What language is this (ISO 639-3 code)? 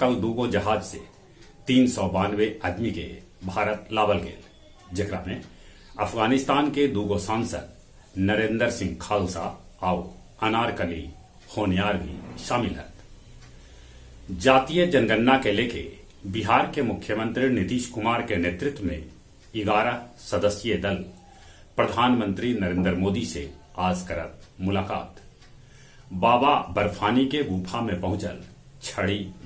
mag